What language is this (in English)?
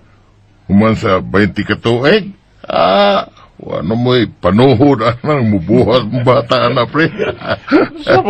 Cebuano